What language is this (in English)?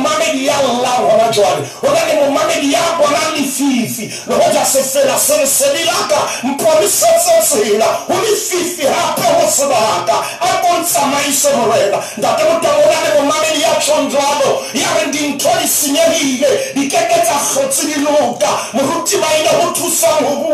Southern Sotho